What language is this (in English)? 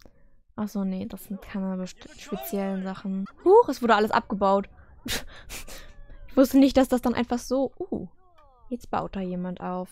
German